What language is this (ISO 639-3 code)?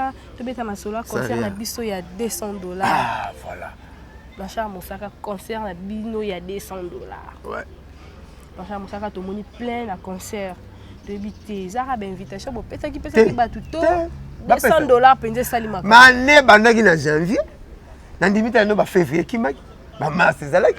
lin